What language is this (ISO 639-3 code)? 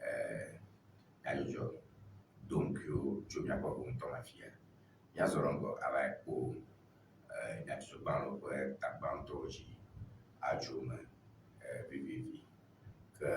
ewe